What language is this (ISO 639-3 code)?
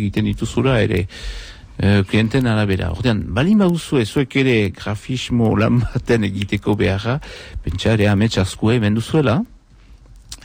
eus